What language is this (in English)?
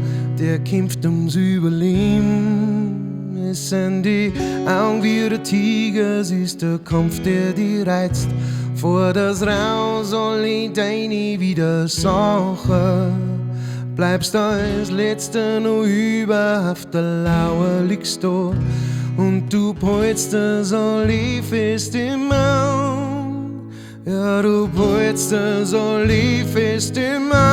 Bavarian